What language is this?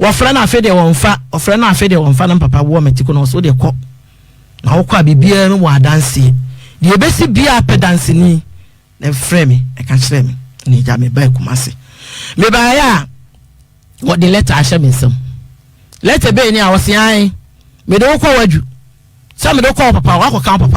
Akan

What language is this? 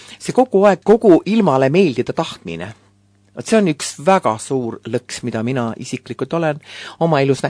Estonian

